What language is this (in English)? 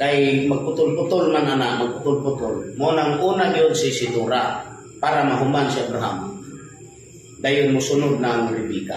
Cebuano